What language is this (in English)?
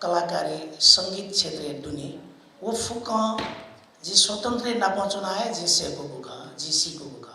Newari